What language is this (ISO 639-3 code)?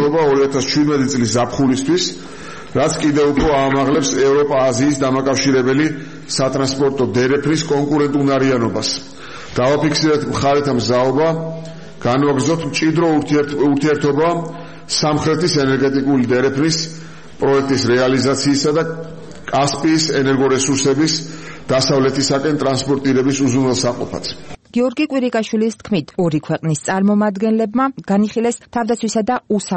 kat